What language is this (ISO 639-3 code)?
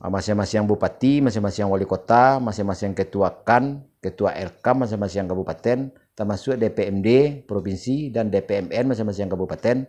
min